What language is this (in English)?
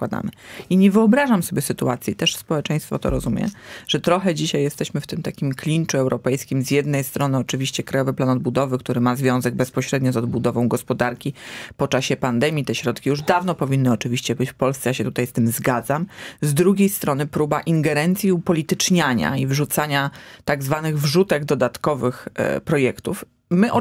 Polish